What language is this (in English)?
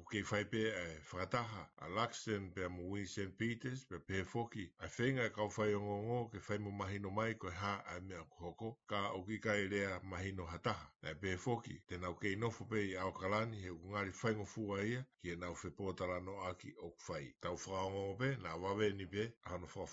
Tongan